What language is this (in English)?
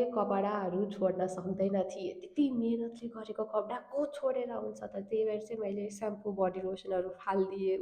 Nepali